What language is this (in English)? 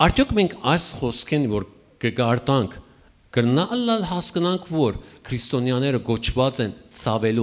Western Armenian